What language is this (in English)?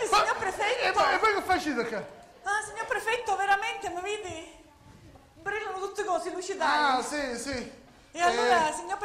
Sicilian